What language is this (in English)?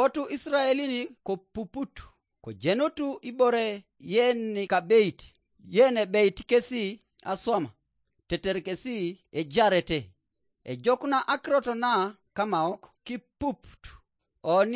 Teso